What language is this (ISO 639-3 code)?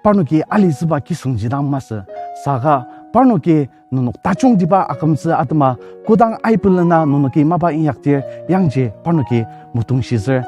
njo